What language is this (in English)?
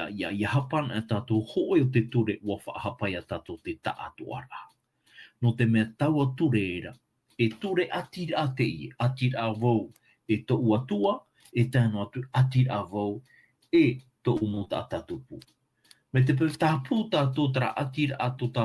Tahitian